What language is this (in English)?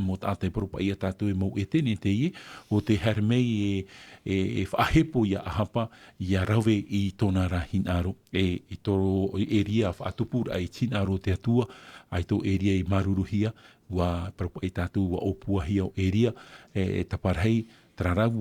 Tahitian